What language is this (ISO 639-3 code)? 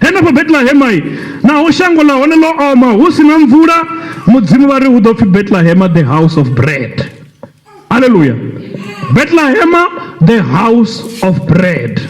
ven